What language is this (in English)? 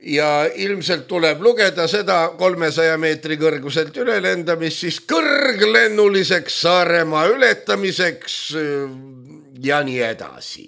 Estonian